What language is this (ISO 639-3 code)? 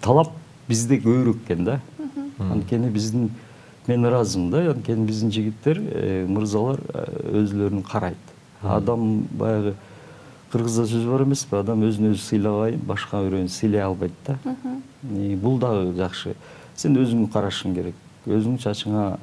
kir